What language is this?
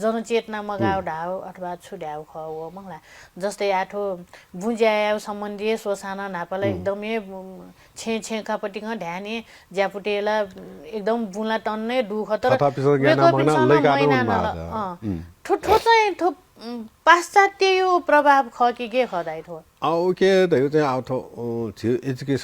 Newari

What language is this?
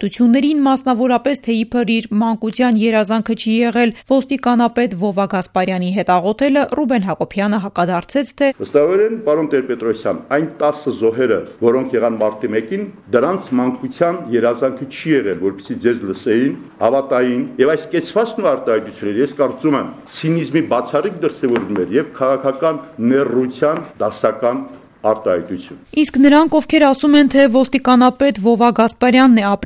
Armenian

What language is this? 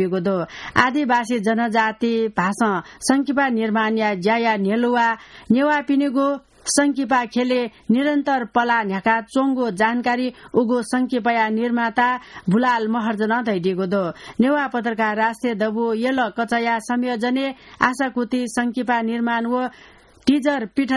Newari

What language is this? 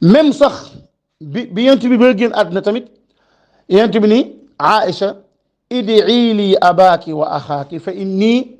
Wolof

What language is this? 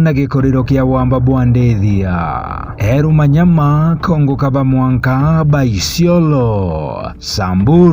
Meru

